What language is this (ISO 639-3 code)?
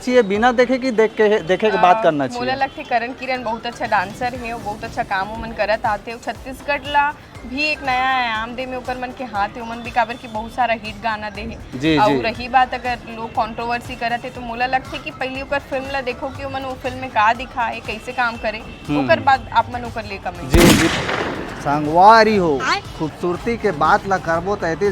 hne